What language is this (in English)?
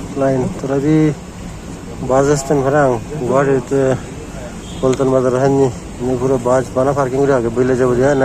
Chakma